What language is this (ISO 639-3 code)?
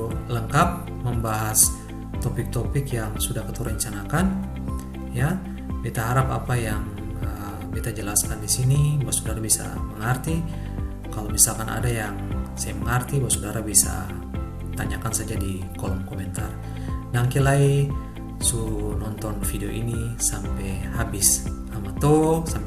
abs